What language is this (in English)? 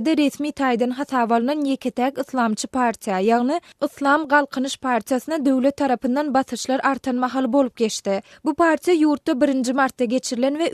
Turkmen